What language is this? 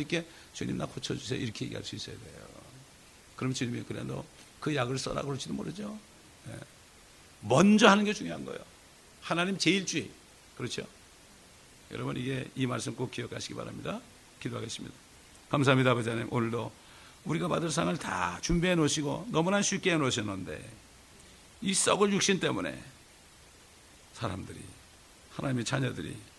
Korean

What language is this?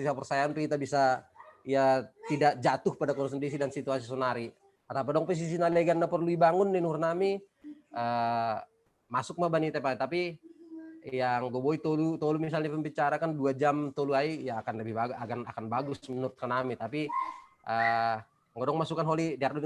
Batak Simalungun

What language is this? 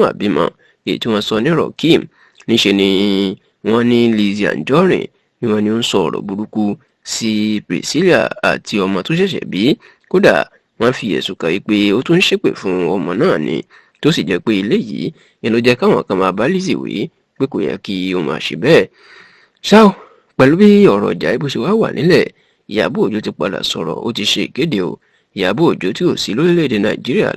Yoruba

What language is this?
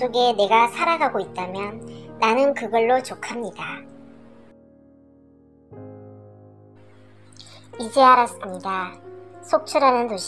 Korean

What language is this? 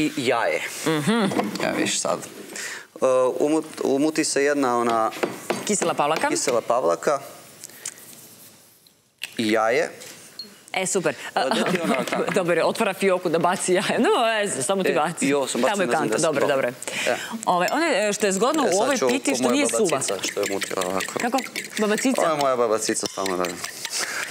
Serbian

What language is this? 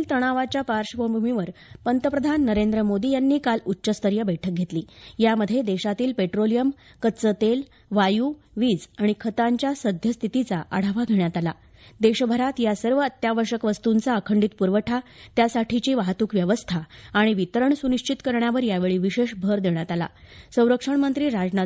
Marathi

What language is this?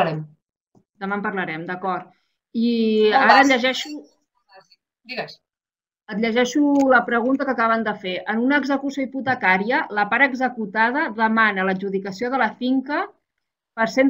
Catalan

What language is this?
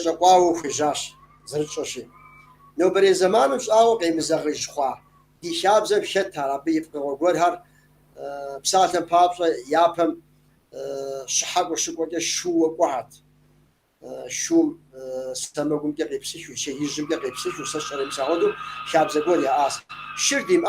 Kabardian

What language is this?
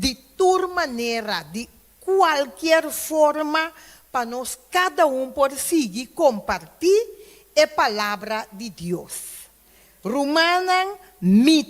Papiamento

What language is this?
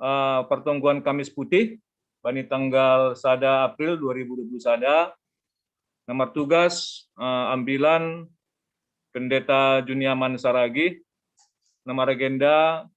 Batak Simalungun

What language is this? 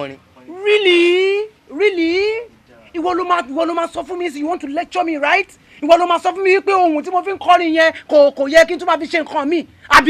Yoruba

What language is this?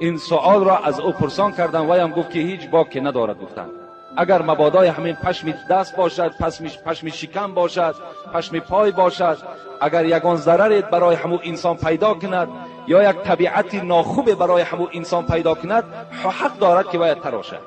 Tajik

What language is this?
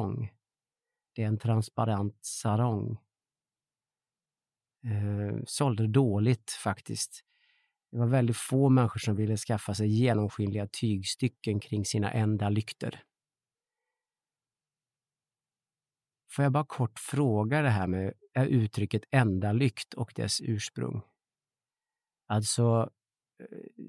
Swedish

